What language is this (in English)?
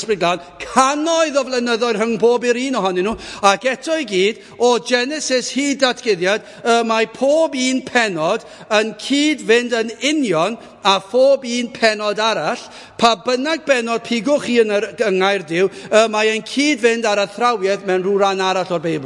Welsh